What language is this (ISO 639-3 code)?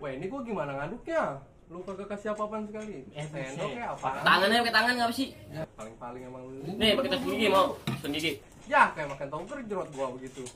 bew